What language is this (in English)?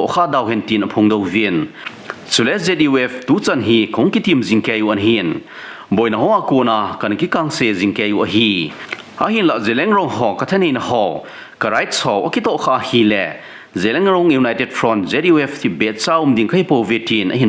Thado Chin